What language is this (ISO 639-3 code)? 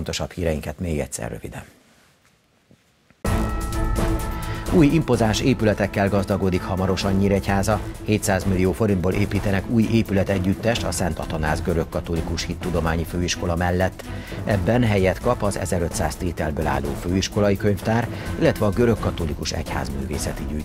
hun